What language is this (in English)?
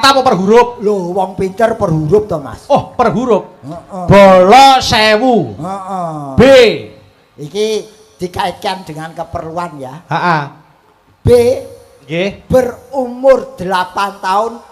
Javanese